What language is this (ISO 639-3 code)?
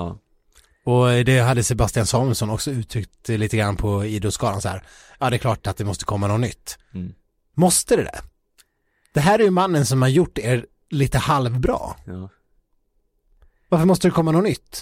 swe